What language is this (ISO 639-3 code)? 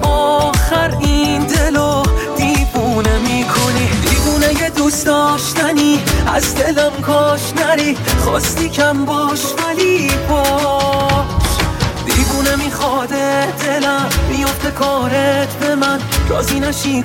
fas